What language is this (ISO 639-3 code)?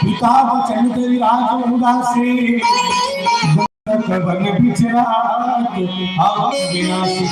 hne